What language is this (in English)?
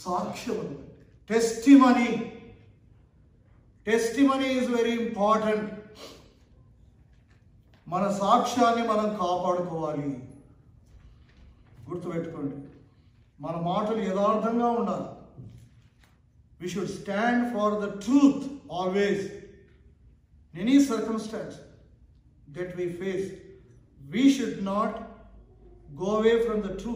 Telugu